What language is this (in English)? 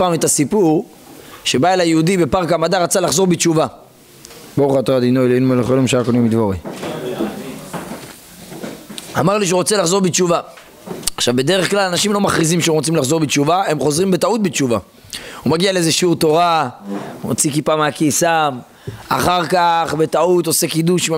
Hebrew